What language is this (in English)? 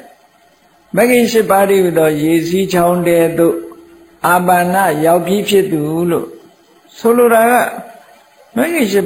Burmese